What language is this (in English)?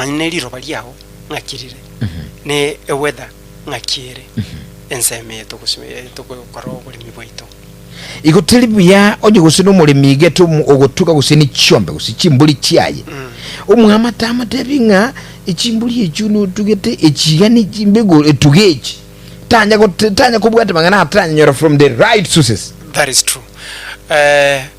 Gusii